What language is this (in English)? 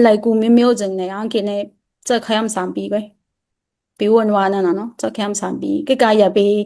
Shan